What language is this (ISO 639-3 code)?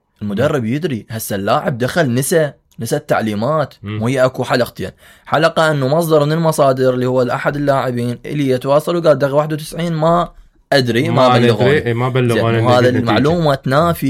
acm